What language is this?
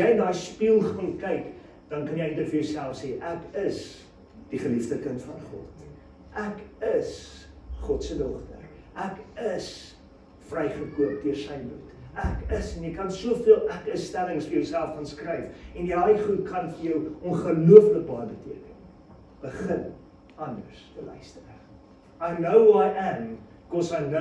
Afrikaans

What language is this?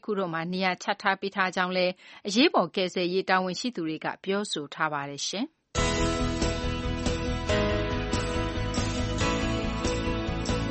Burmese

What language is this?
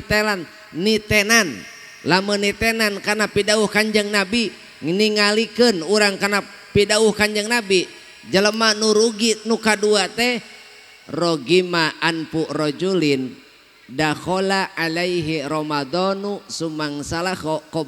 Sundanese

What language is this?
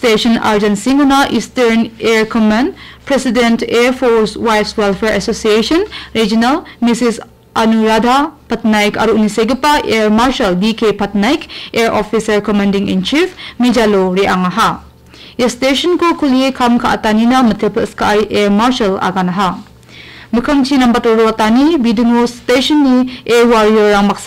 Garo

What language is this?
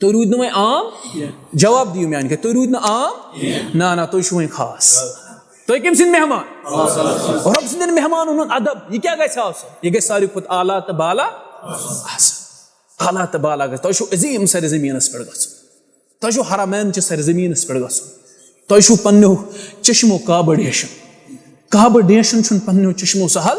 Kashmiri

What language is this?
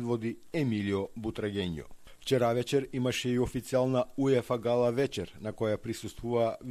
Macedonian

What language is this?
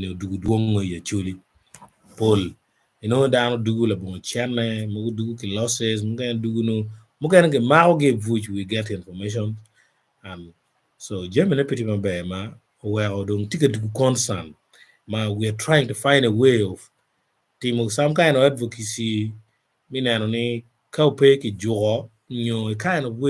Acoli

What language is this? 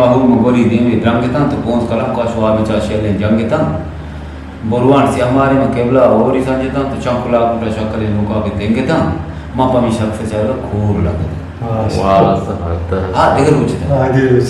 Eastern Balochi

